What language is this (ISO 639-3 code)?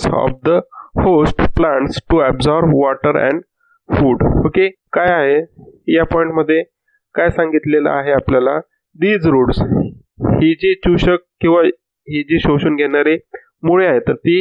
mar